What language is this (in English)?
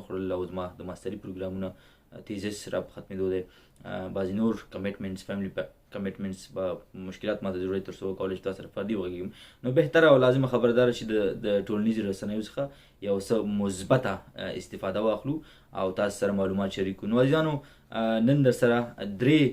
Pashto